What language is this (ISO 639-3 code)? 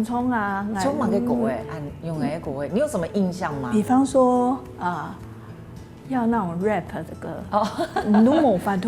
hak